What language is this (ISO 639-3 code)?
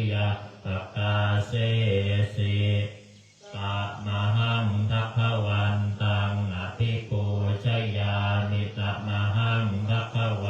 pli